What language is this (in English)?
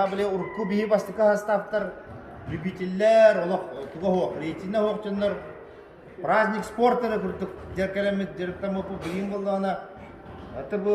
Yakut